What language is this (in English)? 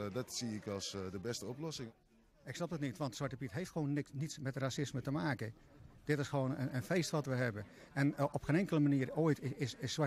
Dutch